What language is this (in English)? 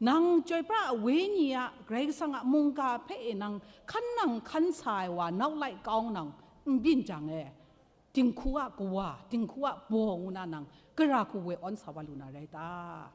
Kachin